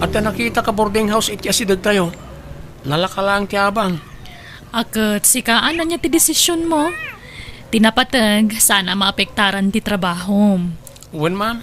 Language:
Iloko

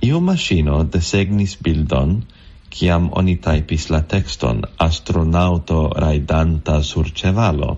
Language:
Esperanto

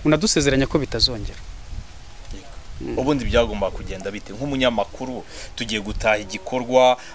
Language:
Kinyarwanda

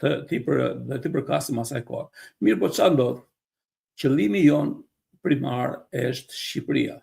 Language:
Albanian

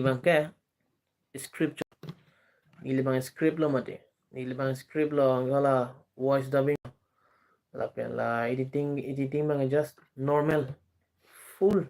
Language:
Karbi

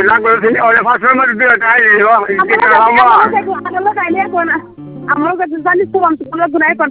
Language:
Bangla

